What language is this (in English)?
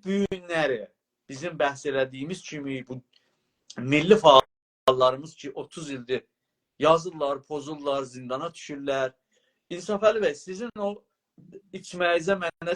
South Azerbaijani